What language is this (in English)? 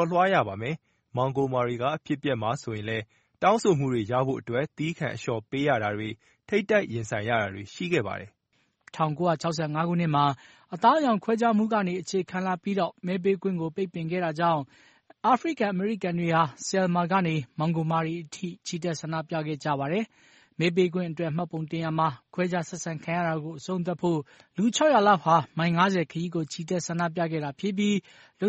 Burmese